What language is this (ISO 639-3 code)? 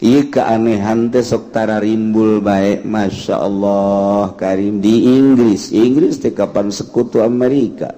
sun